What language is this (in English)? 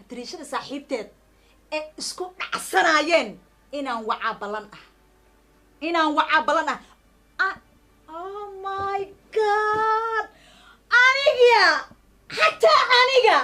Somali